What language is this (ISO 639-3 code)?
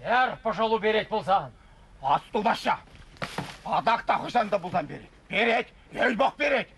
chv